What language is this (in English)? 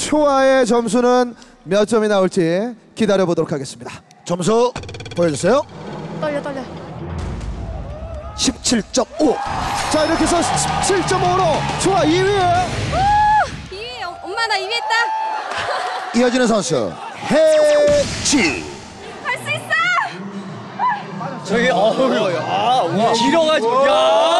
Korean